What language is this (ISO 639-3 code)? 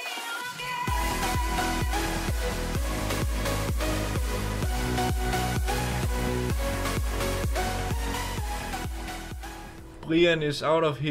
dan